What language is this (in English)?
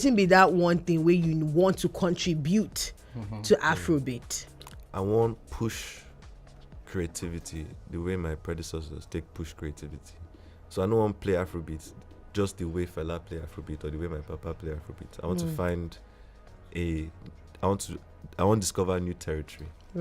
Nigerian Pidgin